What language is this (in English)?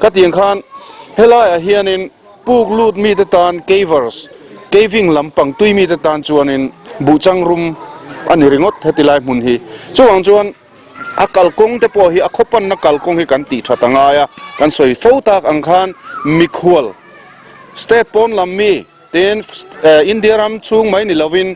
Mizo